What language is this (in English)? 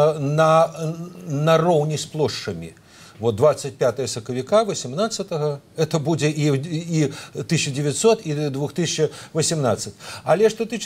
Belarusian